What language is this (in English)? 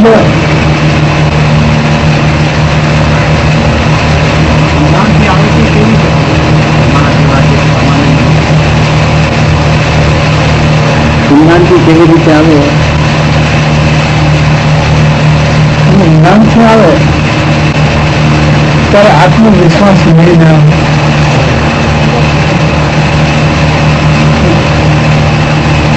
Gujarati